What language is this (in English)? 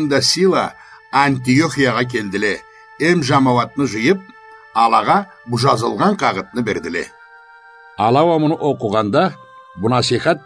Karachay-Balkar